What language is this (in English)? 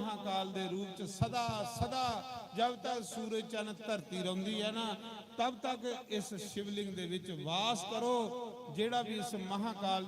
Dogri